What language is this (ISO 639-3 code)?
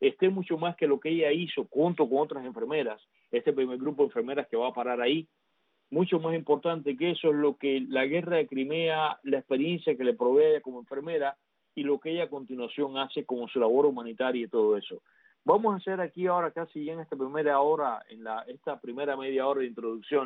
spa